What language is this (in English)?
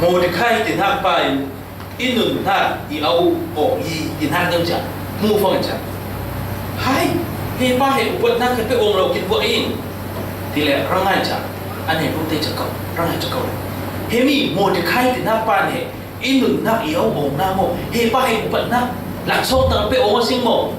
Falam Chin